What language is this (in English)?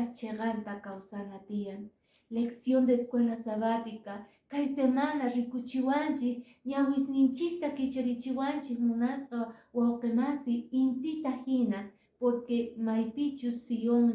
Quechua